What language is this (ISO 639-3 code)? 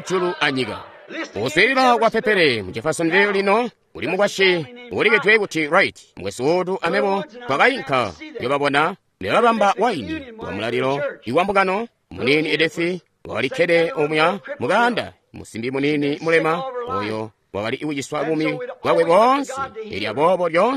toi